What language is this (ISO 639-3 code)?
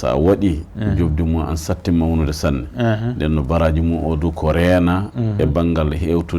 ful